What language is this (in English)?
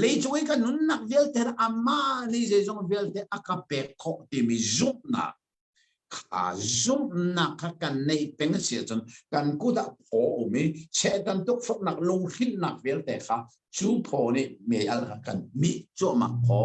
Hakha Chin